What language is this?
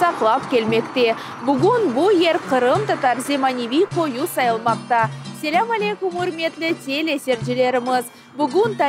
Crimean Tatar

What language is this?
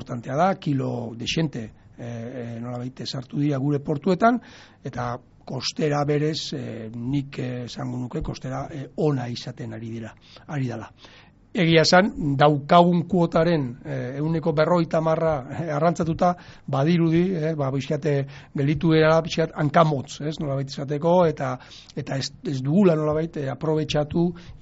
Basque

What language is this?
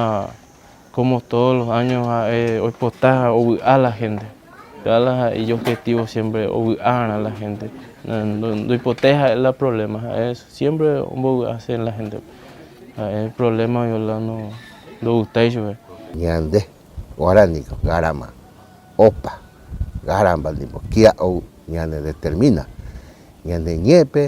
Guarani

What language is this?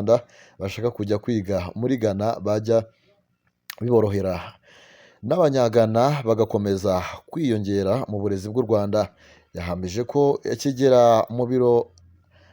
Kinyarwanda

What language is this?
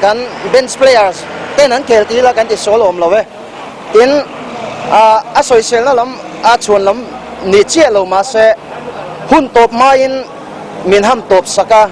Mizo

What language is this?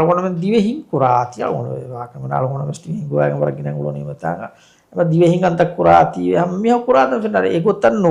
Divehi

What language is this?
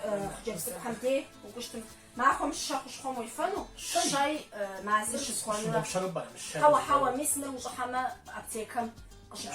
Kabardian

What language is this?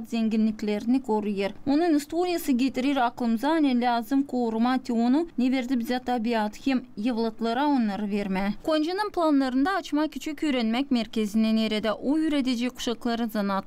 Gagauz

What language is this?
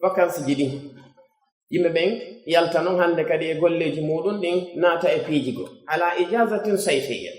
Pular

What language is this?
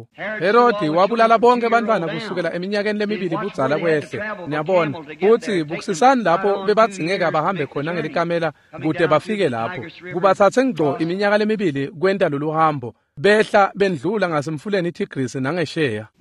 Swati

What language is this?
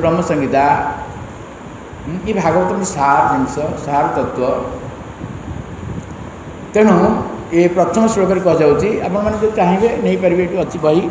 Odia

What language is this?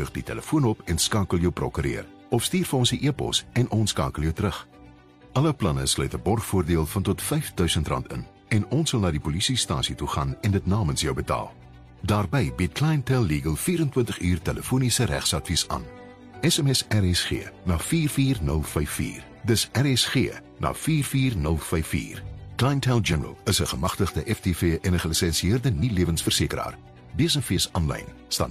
Afrikaans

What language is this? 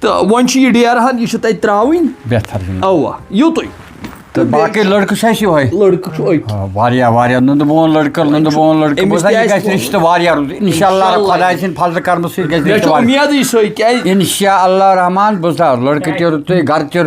Kashmiri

